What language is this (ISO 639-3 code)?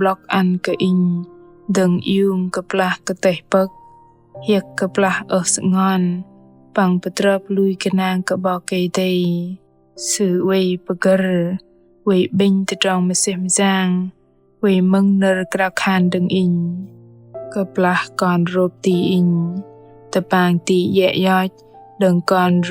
bdq